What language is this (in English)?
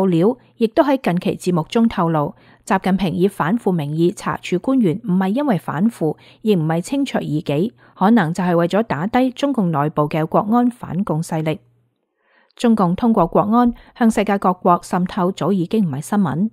Cantonese